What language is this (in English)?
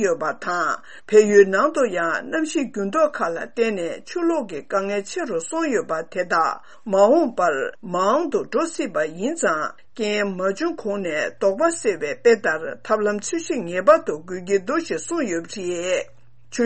Tibetan